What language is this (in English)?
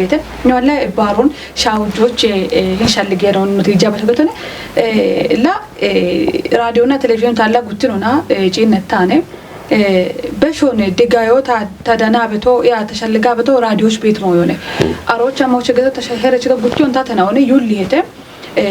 Kafa